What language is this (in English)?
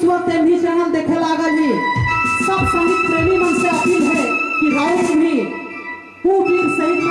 Sadri